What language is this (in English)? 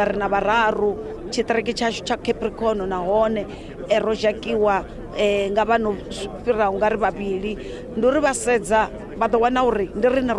Venda